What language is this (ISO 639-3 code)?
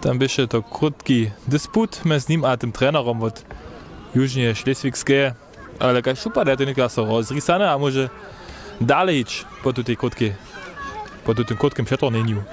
hsb